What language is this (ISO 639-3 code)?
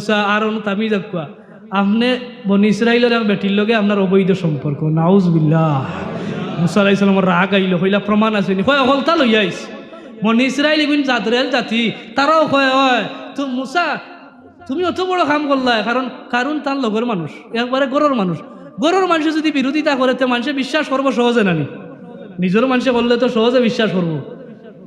syl